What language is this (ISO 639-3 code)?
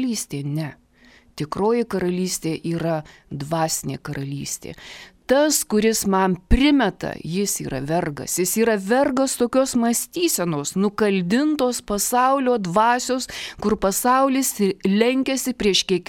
lit